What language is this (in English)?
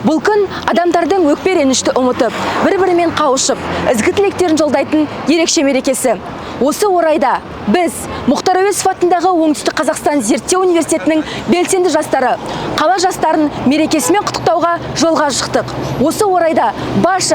Kazakh